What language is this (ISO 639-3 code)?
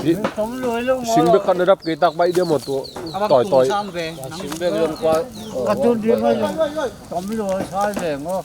ctd